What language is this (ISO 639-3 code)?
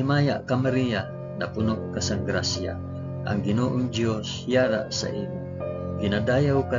hil